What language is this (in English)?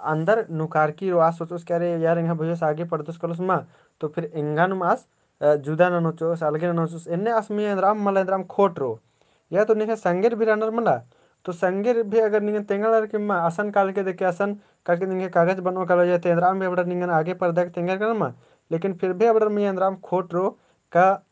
Kurukh